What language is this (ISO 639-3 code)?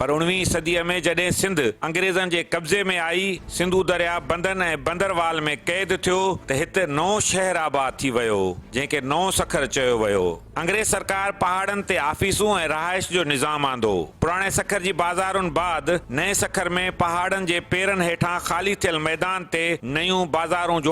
snd